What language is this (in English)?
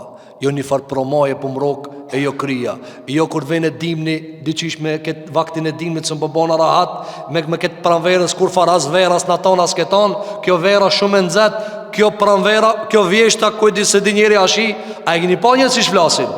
Albanian